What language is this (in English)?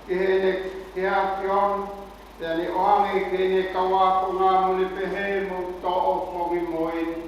Tongan